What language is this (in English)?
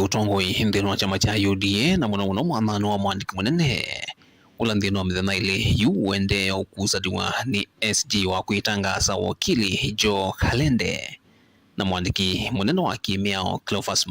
Kamba